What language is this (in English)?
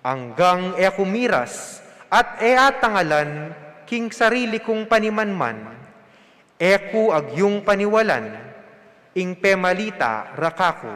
Pampanga